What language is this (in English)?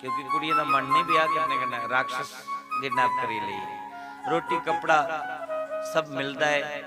Dogri